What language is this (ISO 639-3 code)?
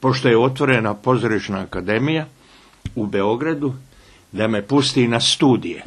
bos